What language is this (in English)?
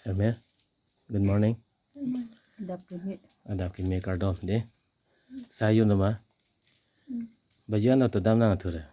Karbi